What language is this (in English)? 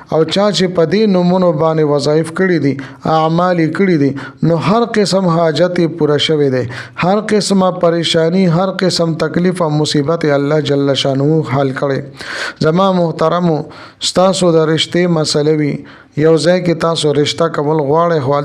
Pashto